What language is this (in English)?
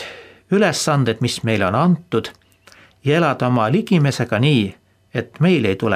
Estonian